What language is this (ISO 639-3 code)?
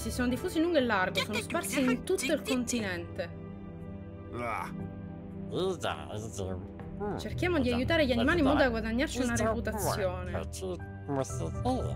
ita